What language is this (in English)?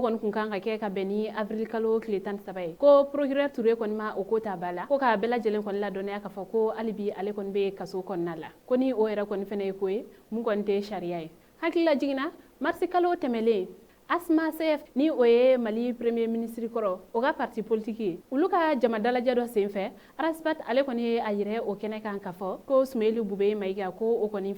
Bambara